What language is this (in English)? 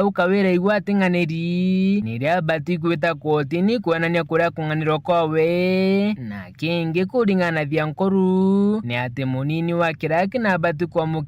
Meru